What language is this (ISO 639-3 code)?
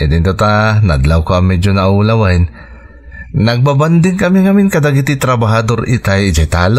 ilo